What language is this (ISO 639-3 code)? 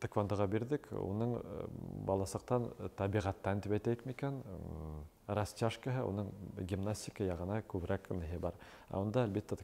bak